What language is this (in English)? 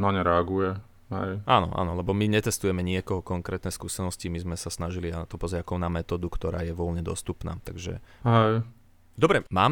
Slovak